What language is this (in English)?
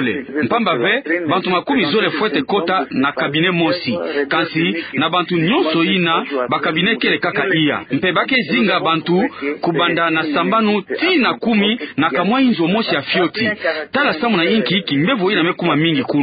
Kituba (Democratic Republic of Congo)